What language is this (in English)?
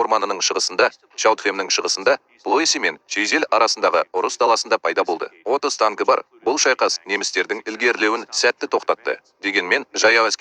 Kazakh